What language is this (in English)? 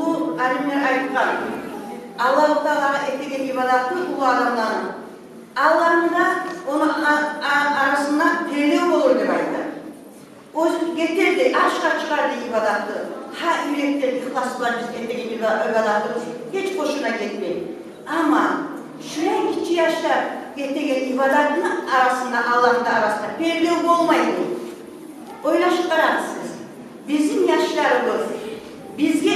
Kumyk